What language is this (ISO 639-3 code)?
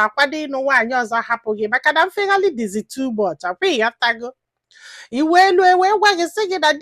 ibo